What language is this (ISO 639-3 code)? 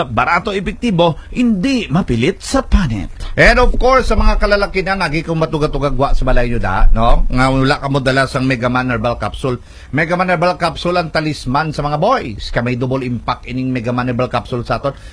hil